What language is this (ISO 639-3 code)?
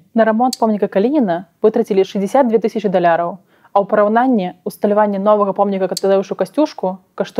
bel